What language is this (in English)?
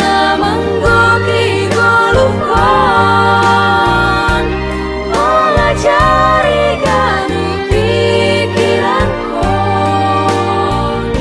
Batak Simalungun